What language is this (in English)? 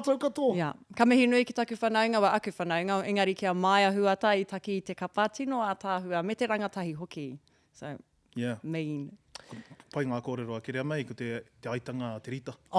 Māori